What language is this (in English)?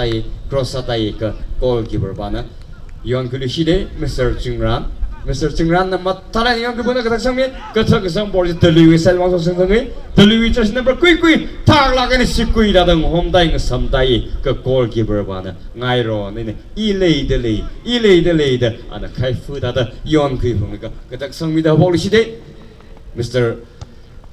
Tangkhul Naga (India)